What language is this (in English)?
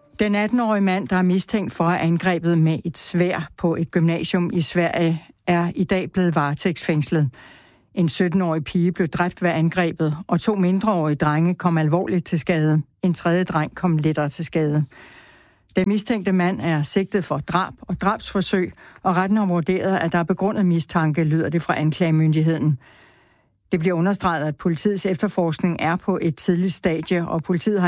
Danish